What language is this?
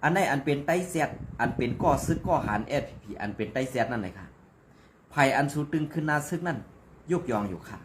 Shan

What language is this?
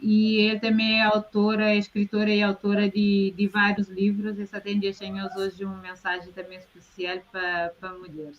Kabuverdianu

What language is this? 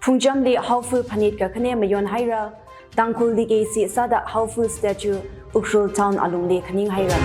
Tangkhul Naga (India)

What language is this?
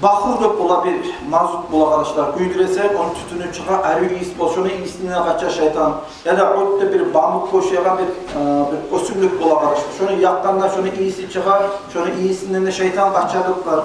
Kumyk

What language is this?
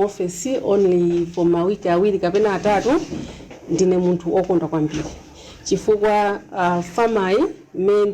Nyanja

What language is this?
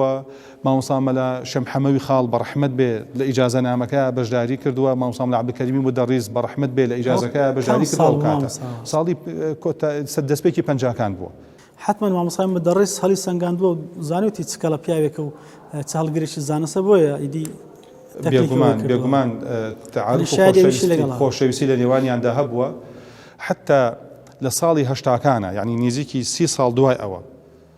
Central Kurdish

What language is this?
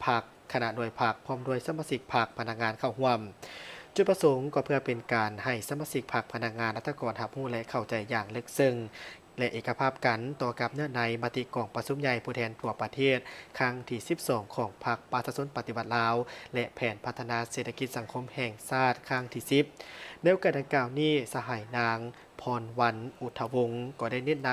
Lao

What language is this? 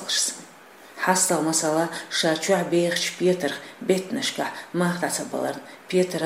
Chechen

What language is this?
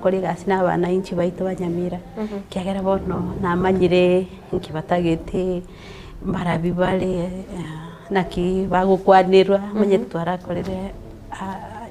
Gusii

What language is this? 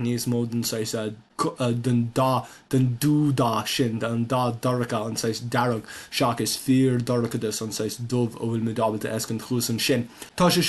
Irish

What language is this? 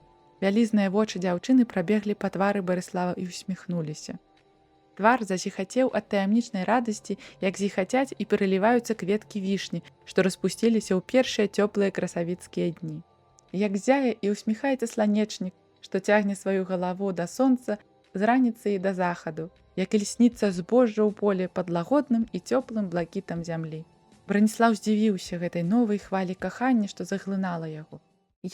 Belarusian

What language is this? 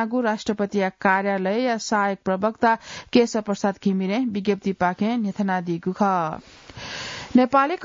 Newari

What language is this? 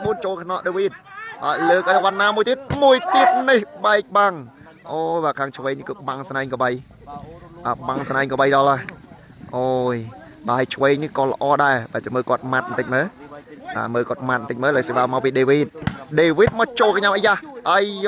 Khmer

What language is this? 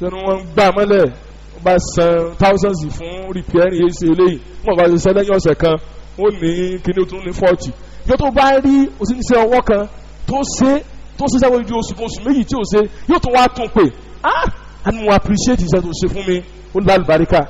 Yoruba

